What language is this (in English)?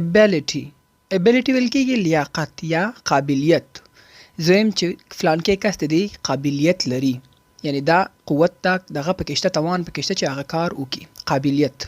Pashto